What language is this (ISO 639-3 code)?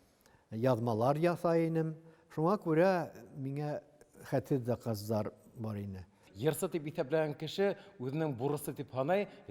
bak